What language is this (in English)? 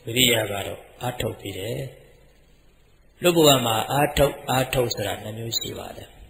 Burmese